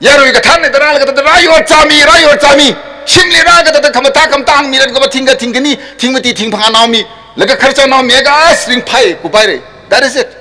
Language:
Tangkhul Naga (India)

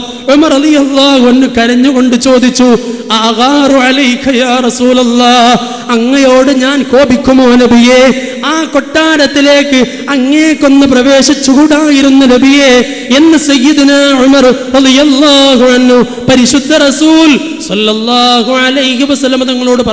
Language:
Malayalam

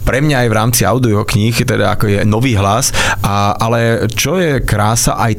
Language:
Slovak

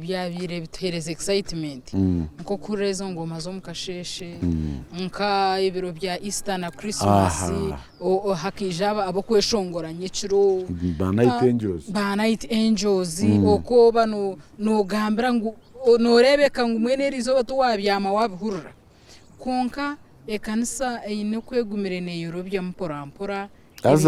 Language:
Nyankole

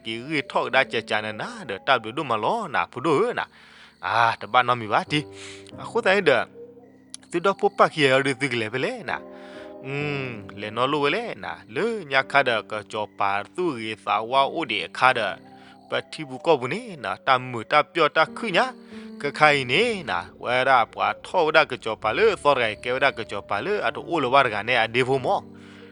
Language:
S'gaw Karen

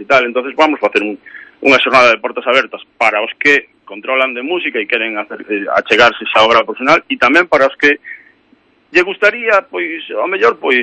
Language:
Galician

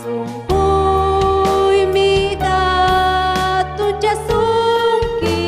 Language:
Ayacucho Quechua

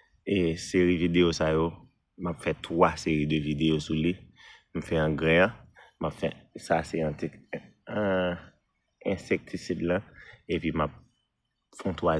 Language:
Haitian Creole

